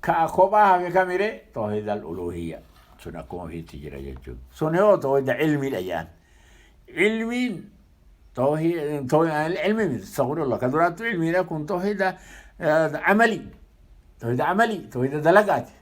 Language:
Oromo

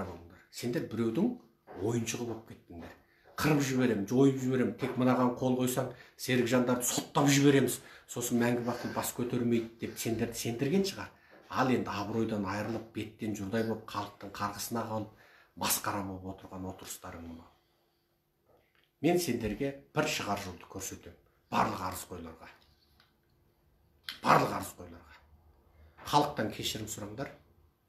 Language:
Kazakh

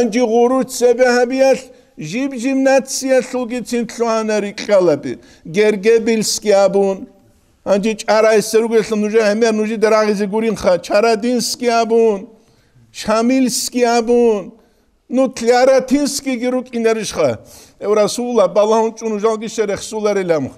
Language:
Avaric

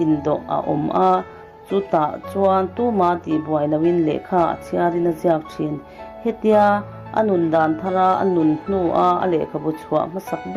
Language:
Mizo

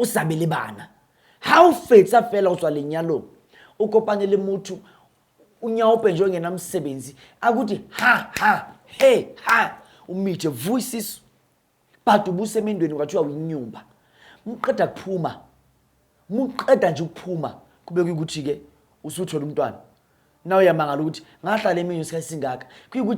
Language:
Zulu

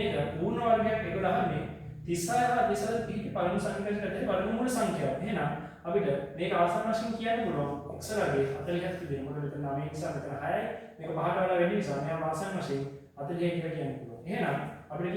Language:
Sinhala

